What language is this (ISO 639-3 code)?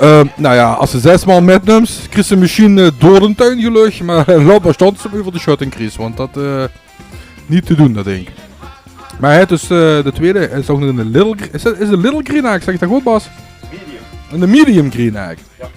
lim